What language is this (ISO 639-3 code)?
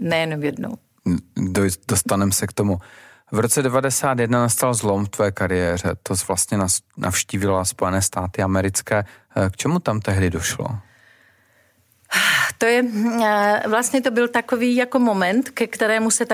ces